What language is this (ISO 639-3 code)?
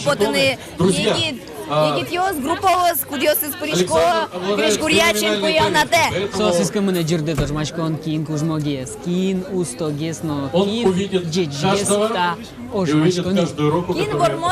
udm